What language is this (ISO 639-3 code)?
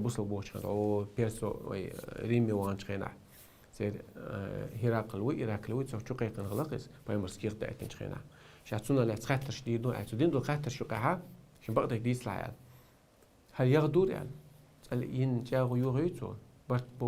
che